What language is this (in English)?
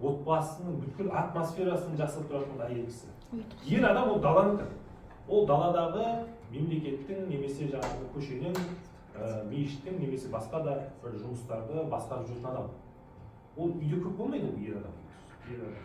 Kazakh